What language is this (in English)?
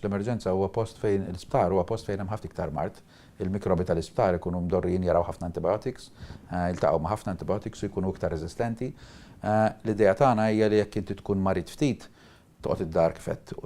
Maltese